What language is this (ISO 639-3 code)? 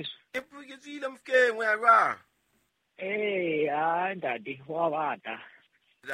sot